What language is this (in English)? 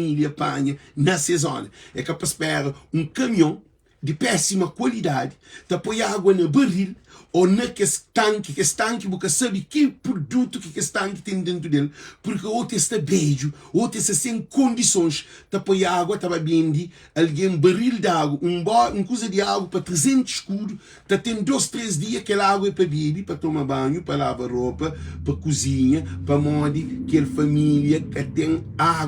Kabuverdianu